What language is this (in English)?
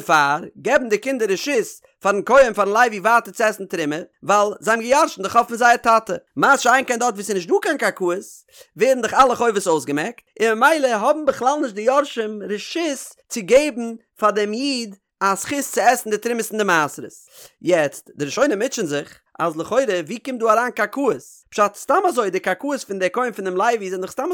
Yiddish